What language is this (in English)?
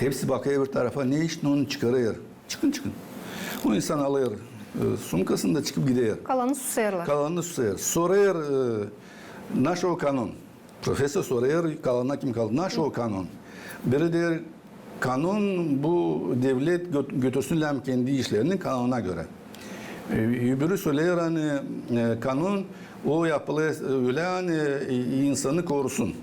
Gagauz